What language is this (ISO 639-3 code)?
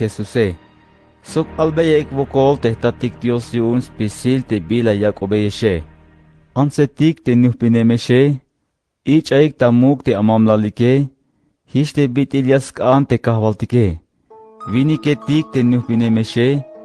tzh